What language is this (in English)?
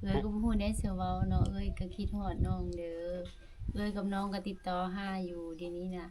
Lao